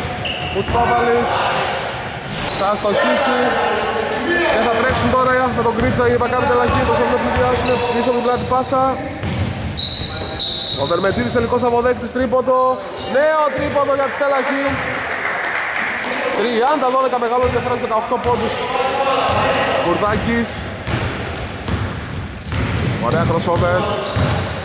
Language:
Greek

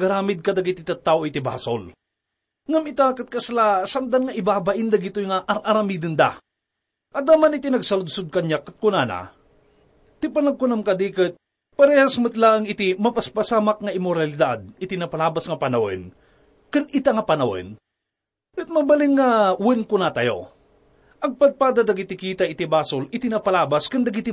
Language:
Iloko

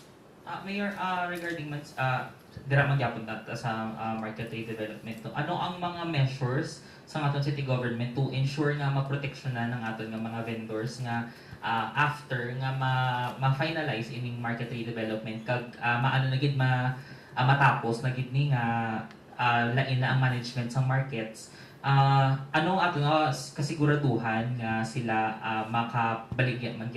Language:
Hiligaynon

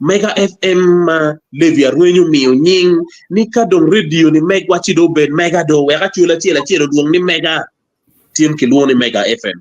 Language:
Acoli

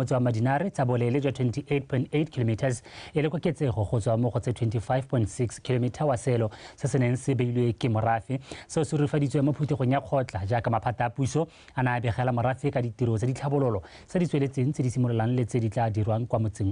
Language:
Tswana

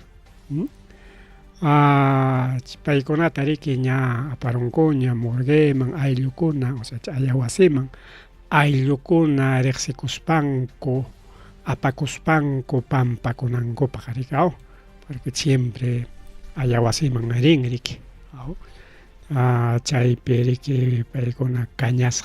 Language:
Ayacucho Quechua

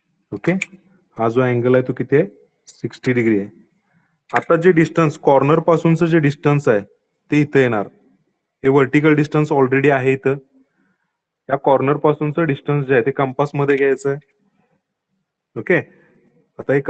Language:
Marathi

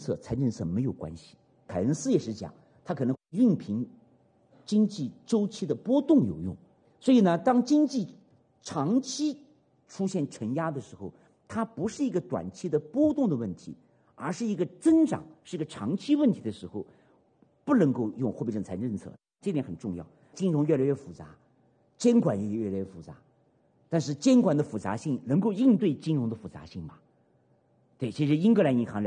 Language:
Chinese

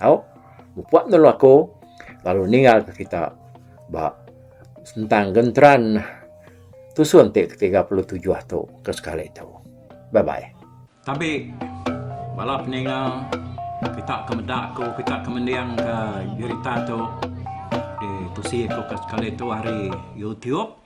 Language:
Iban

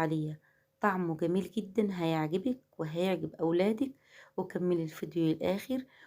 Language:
Egyptian Arabic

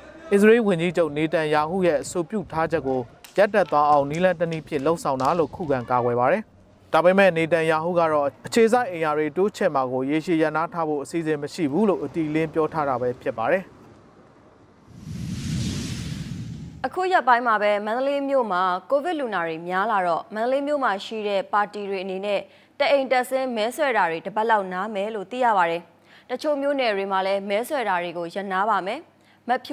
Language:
Burmese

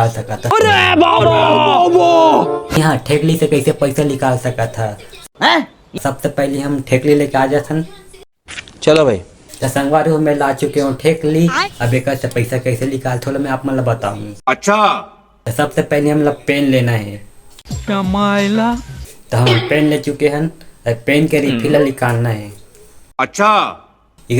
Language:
Chhattisgarhi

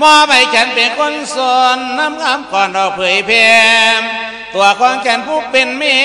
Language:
Lao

